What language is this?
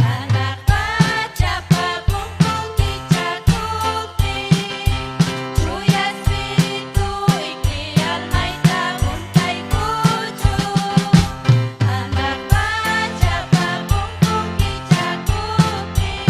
Ayacucho Quechua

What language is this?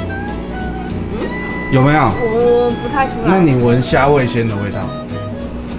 Chinese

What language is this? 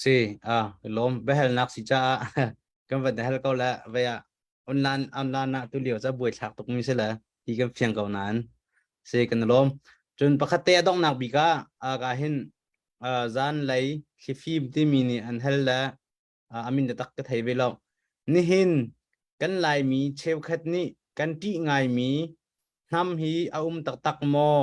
Hakha Chin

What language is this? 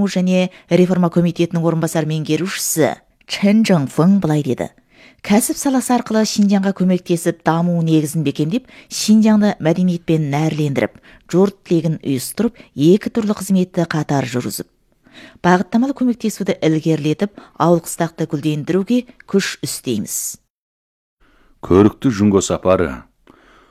Kazakh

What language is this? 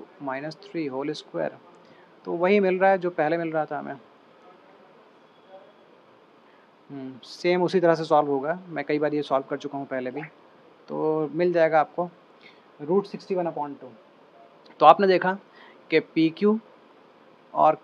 Hindi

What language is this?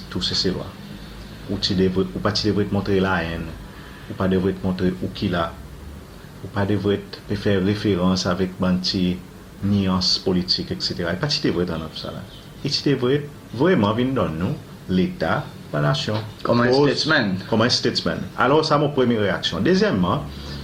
Seselwa Creole French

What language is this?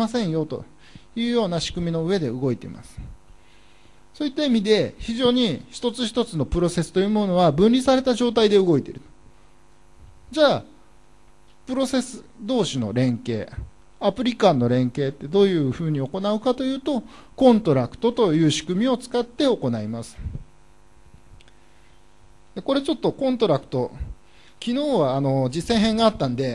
Japanese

